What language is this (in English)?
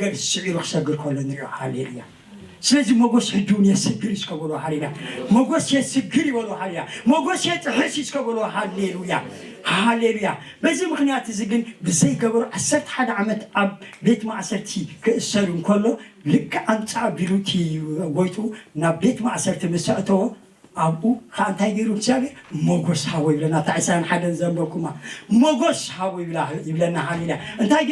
Tigrinya